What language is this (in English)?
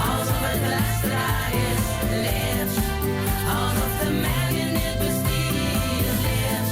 Limburgish